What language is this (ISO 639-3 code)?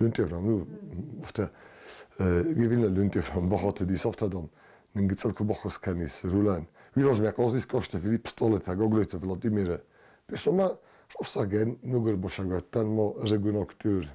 oss